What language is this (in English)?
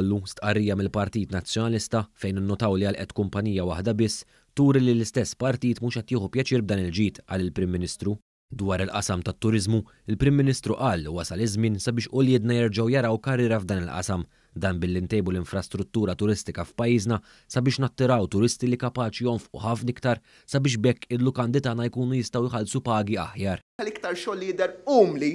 Maltese